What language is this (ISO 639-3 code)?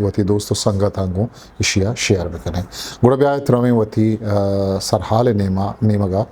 bgp